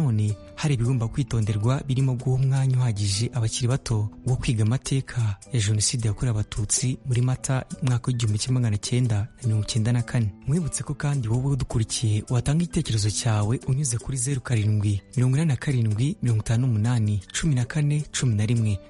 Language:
Kinyarwanda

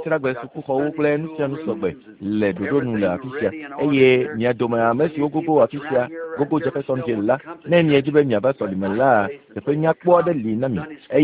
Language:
Ewe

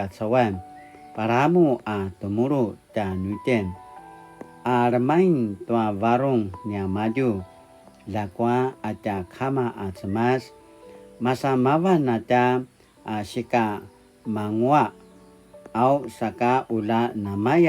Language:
Paiwan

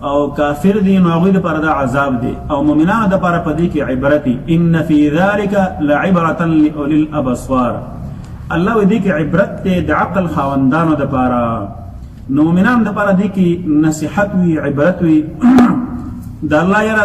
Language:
Pashto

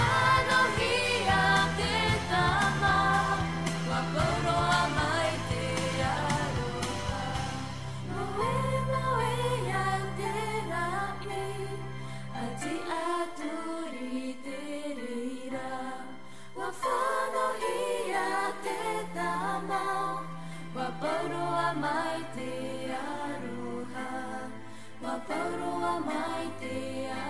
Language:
Tahitian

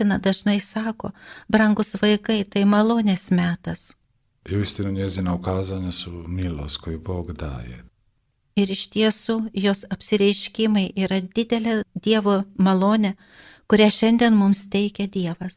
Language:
Lithuanian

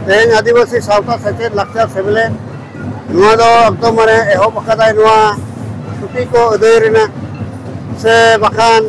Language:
Santali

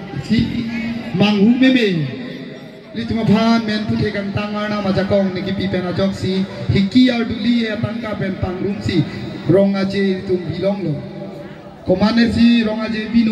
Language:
Karbi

